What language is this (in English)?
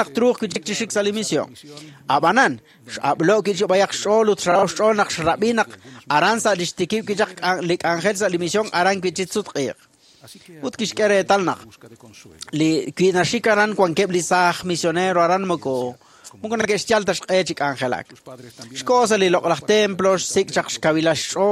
Kekchí